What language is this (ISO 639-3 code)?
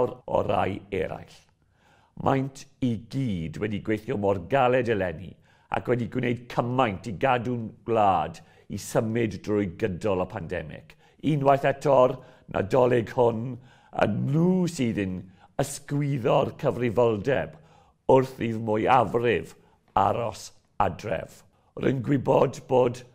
cym